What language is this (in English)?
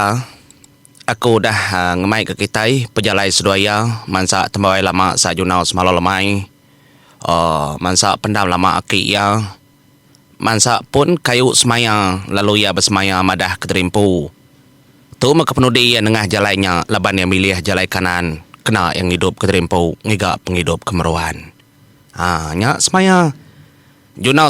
Iban